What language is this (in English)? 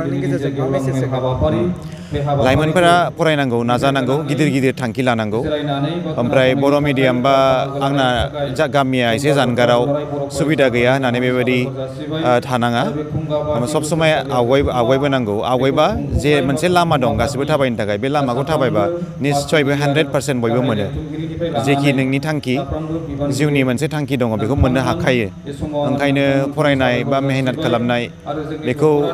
Bodo